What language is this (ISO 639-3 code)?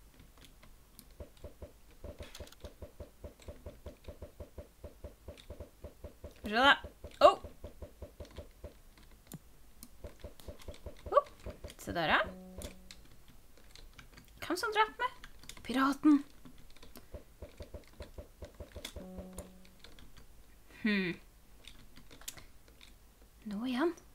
nor